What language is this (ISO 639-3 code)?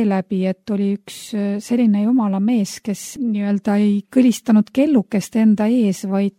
est